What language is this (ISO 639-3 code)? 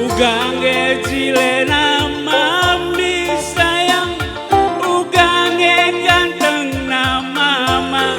btx